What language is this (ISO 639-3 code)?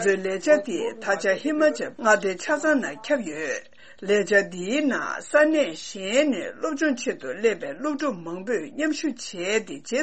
bod